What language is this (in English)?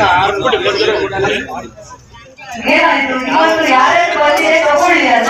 Kannada